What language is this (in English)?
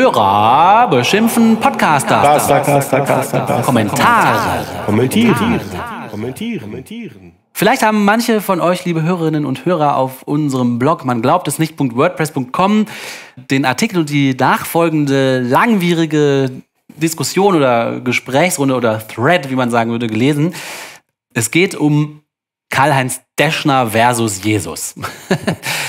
German